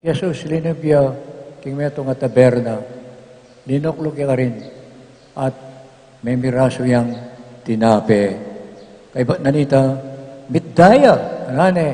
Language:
Pampanga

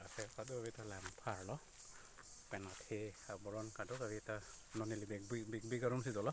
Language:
Karbi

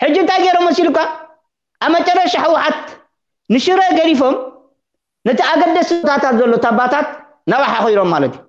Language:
Tigrinya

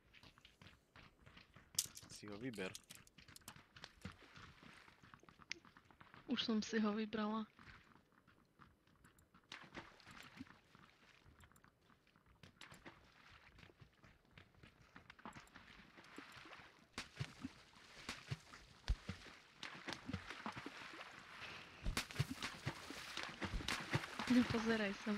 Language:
Slovak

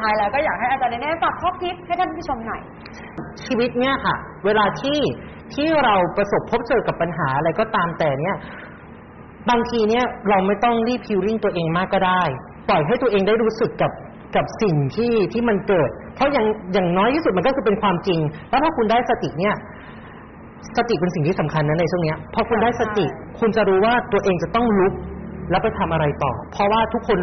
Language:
Thai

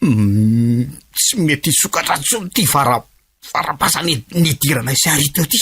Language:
Malagasy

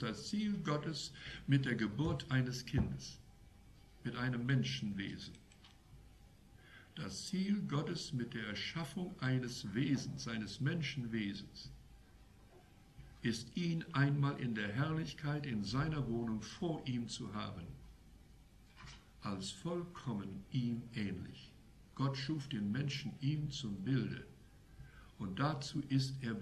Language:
German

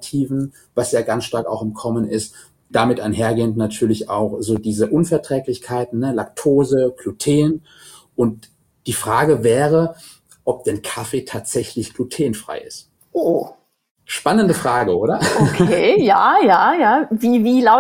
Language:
German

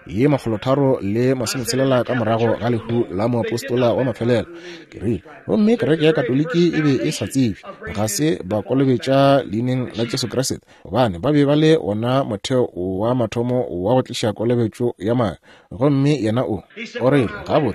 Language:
Northern Sotho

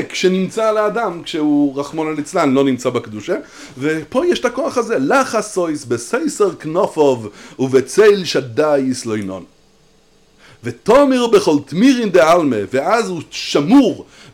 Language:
Hebrew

